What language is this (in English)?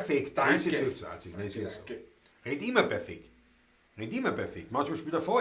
Bavarian